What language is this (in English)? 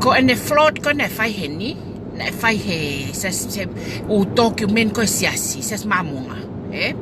Tongan